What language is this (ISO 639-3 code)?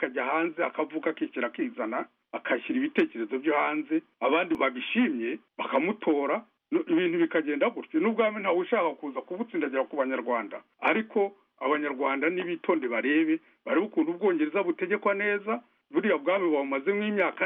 kin